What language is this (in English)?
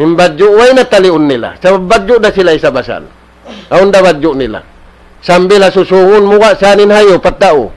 Tausug